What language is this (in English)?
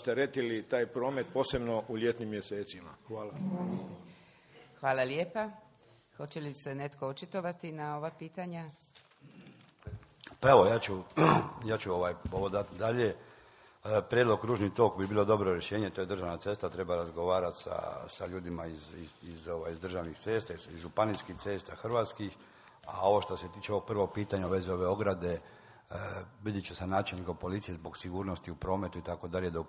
Croatian